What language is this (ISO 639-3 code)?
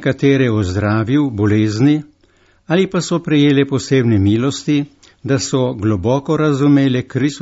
slv